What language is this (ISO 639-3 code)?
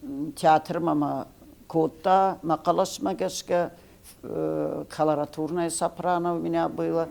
oss